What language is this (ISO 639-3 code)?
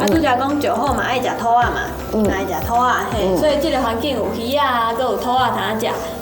nan